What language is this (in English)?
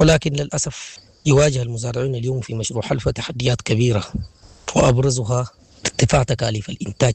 Sudanese Arabic